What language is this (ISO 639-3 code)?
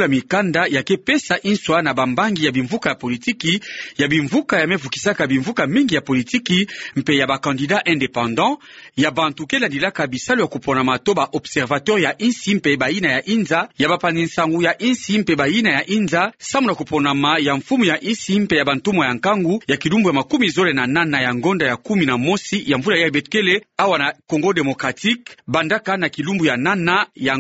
ktu